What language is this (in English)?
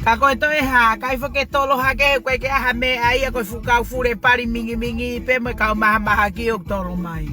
Tongan